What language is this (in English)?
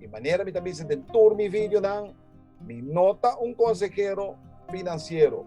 Papiamento